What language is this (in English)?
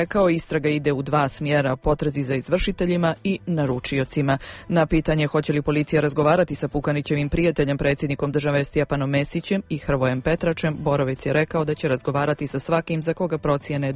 Croatian